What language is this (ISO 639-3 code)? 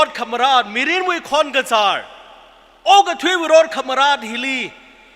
nmf